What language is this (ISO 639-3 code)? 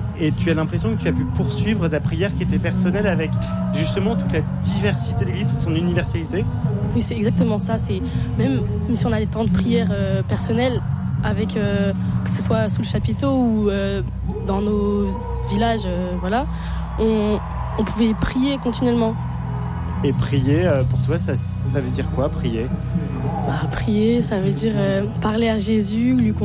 fra